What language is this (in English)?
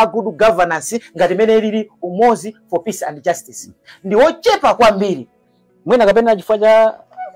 Nyanja